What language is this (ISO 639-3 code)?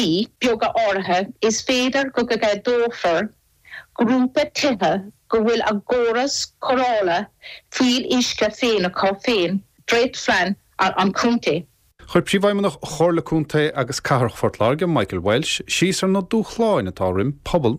gle